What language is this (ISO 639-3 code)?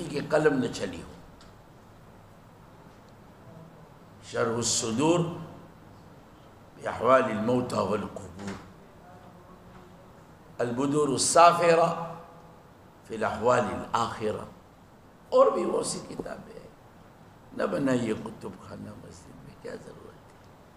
urd